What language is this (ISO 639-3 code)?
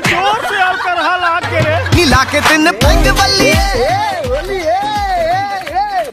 hne